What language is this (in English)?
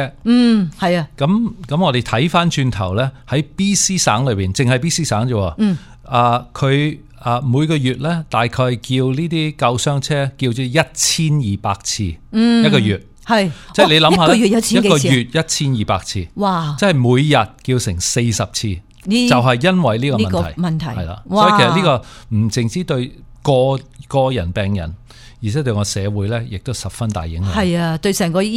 Cantonese